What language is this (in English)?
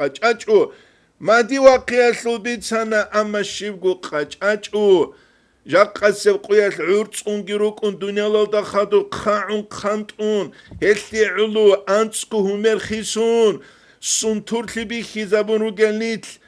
Avaric